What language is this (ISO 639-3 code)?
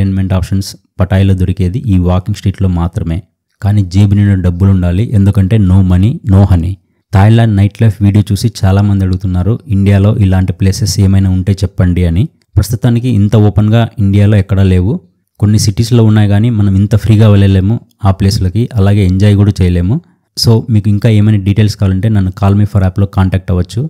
tel